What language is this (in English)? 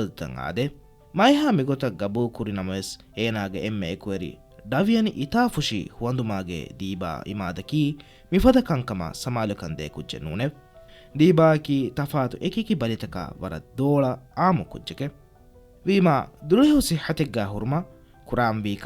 Divehi